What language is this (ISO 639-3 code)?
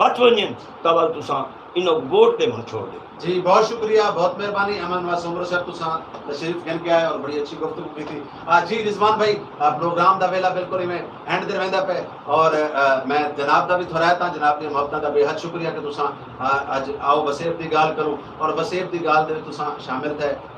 skr